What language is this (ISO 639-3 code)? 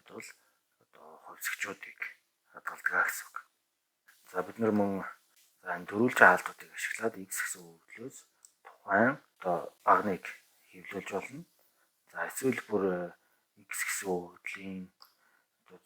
mon